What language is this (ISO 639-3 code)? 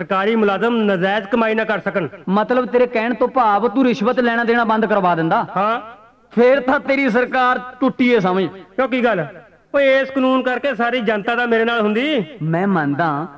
pan